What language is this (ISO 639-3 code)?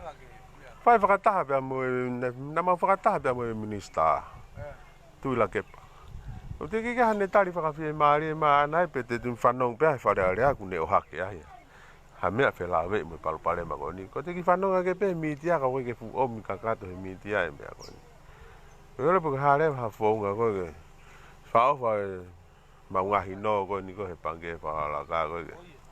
ton